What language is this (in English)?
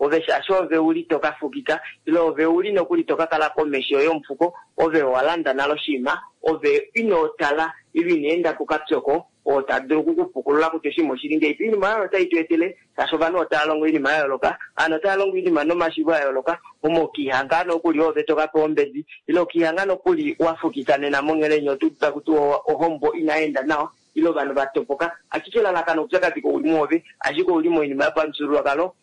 Kuanyama